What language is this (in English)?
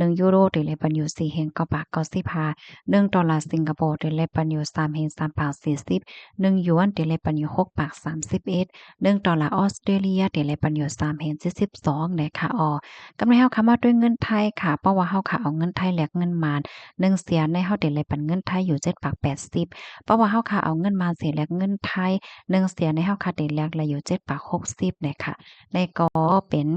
Shan